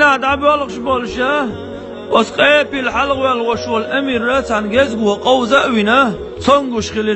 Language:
Chechen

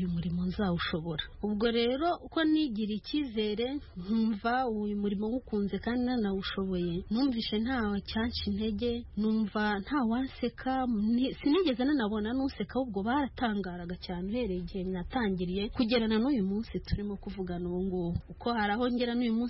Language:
Kinyarwanda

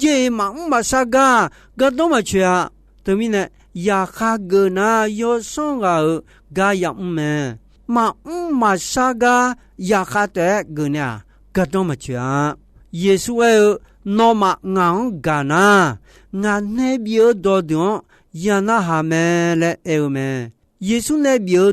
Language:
Akha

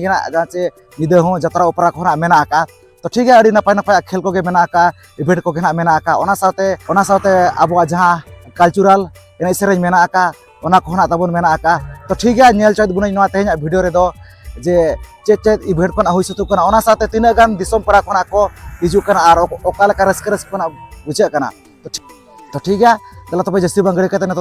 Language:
Santali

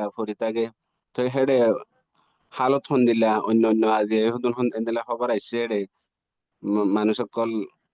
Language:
Rohingya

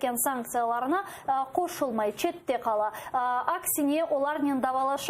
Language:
Crimean Tatar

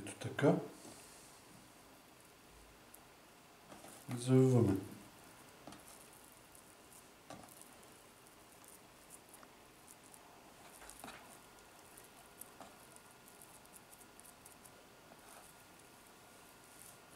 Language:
Bulgarian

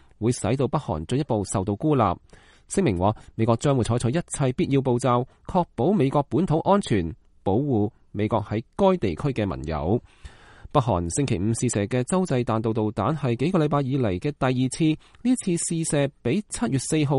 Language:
Cantonese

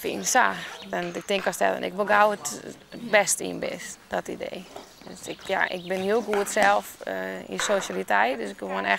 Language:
Western Frisian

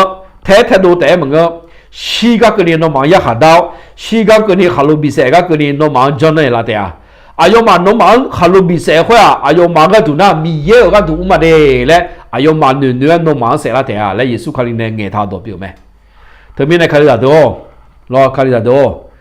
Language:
Akha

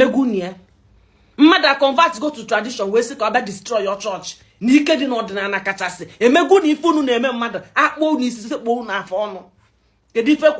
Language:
Igbo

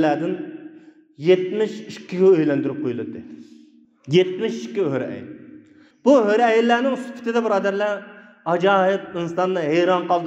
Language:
Uyghur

